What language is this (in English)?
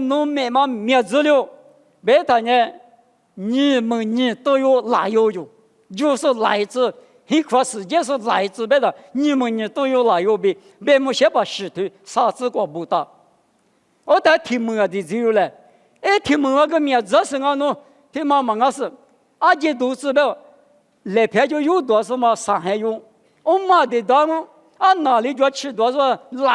Lisu